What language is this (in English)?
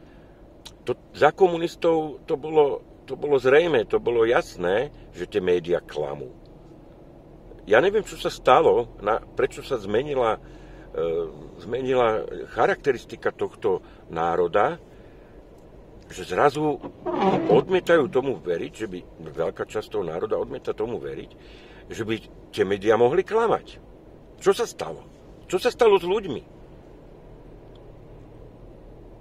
Slovak